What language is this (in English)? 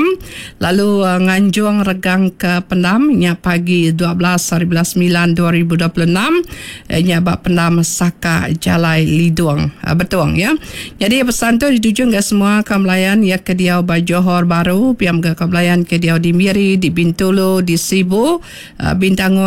Iban